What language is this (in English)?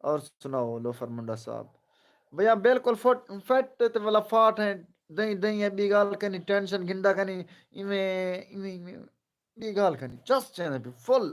Saraiki